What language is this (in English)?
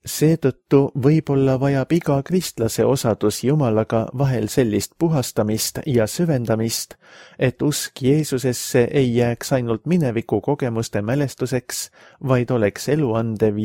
Estonian